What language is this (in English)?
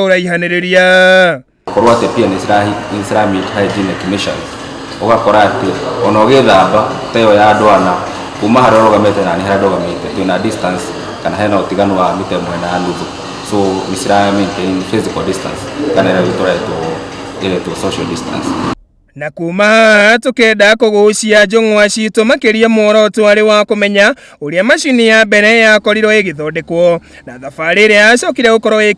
Kikuyu